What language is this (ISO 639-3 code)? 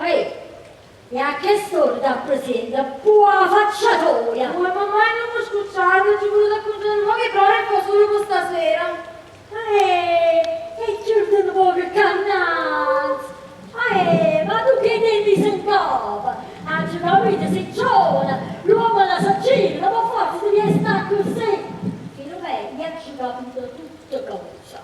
nap